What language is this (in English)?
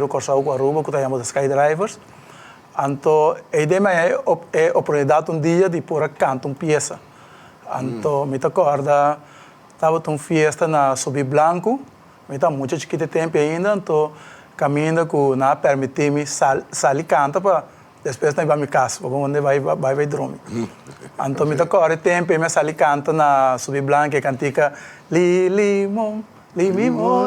Papiamento